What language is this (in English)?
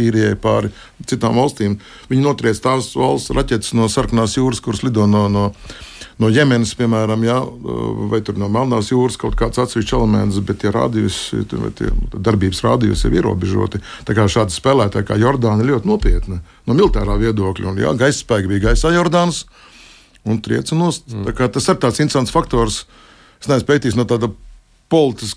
Latvian